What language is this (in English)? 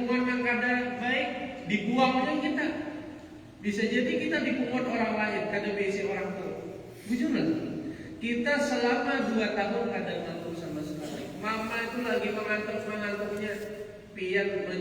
Banjar